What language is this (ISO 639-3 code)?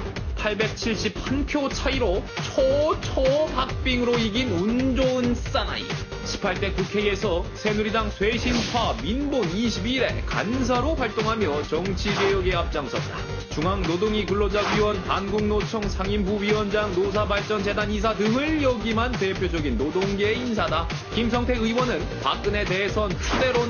kor